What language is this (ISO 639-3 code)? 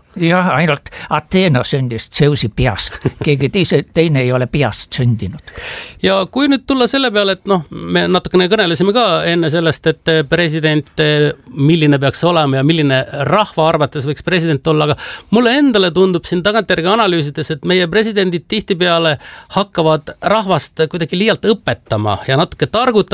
est